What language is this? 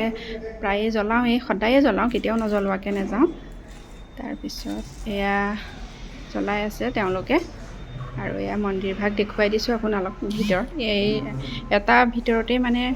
Assamese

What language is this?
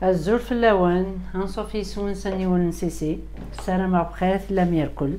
Kabyle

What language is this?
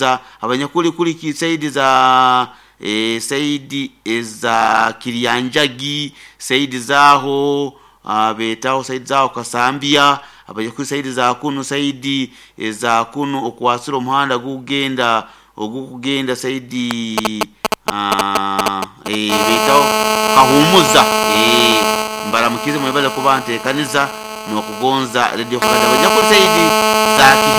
Nyoro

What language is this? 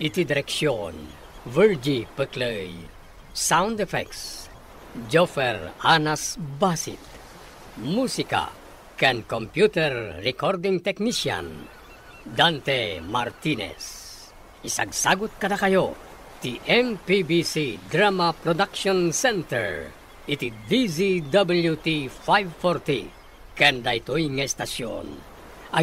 Iloko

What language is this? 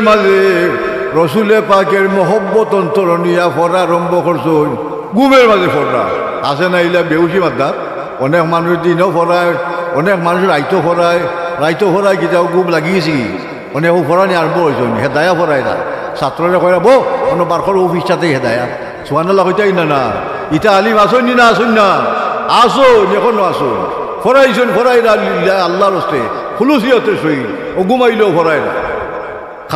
Sylheti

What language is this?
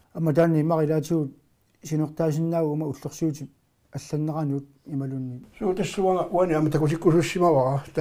Kalaallisut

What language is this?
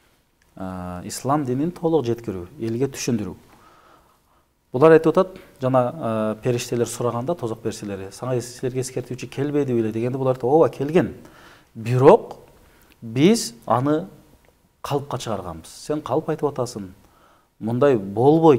Kyrgyz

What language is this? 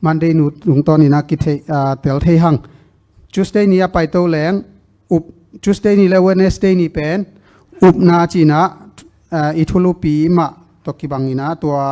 Tedim Chin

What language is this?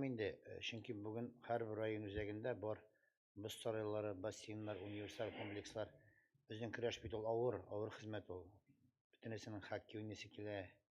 Tatar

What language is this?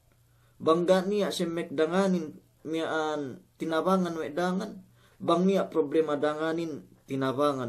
Yakan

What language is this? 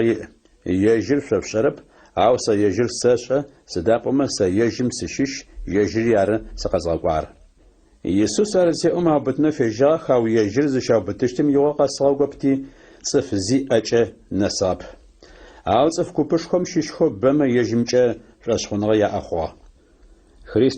Adyghe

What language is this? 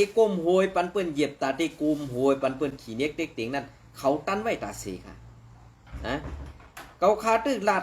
Shan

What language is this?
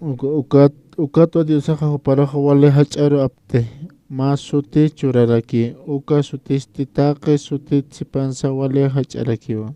Aymara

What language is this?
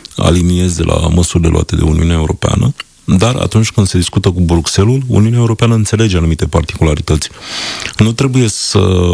Romanian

